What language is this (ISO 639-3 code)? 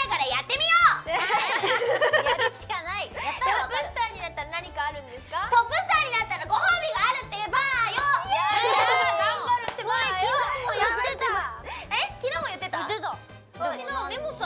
jpn